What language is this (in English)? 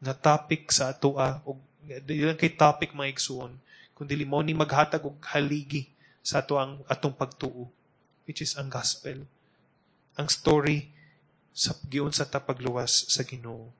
Cebuano